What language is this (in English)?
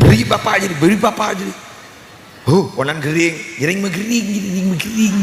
Madurese